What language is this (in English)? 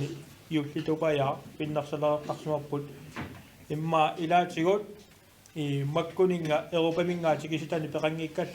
Kalaallisut